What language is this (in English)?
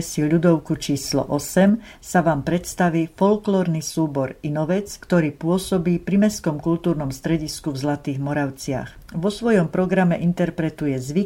Slovak